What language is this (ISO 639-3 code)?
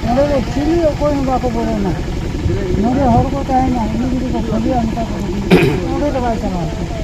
sat